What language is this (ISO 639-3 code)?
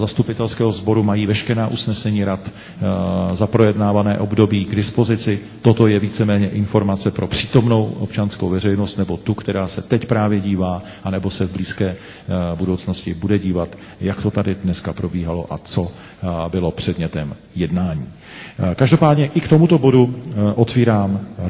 ces